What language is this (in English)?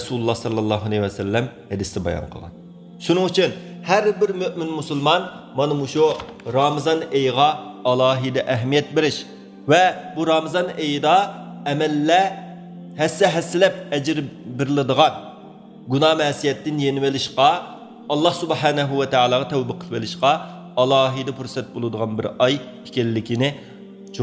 Uyghur